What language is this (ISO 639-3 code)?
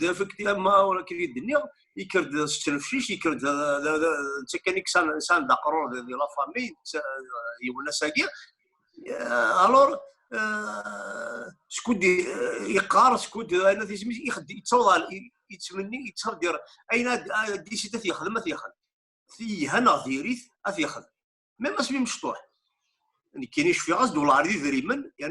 kab